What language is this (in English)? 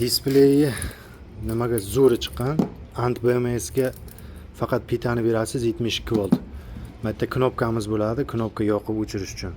Uzbek